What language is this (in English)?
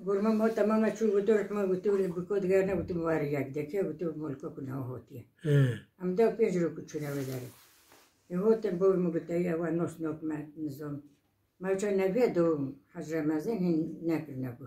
Kurdish